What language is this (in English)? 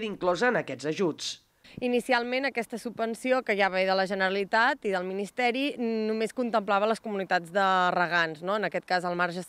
Catalan